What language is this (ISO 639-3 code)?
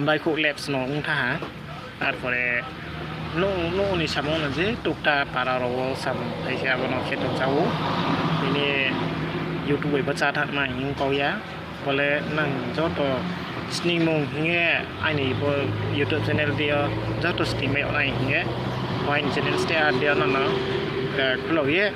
ria